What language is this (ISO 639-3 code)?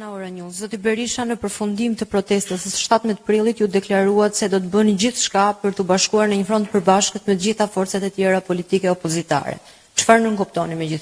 sqi